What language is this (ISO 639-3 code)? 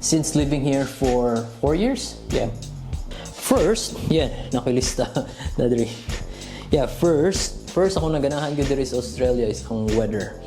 ceb